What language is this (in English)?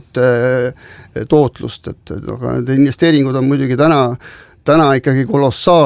Estonian